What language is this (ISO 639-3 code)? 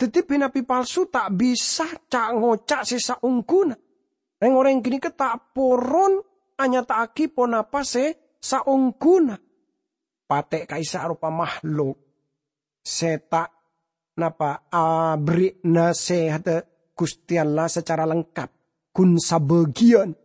mad